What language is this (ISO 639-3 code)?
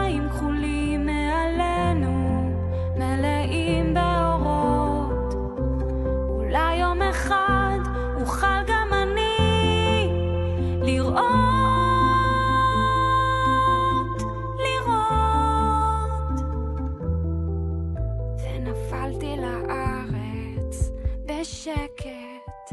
heb